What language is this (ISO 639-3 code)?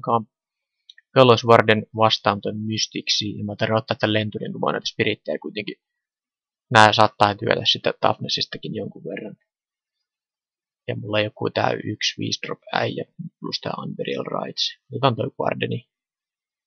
fin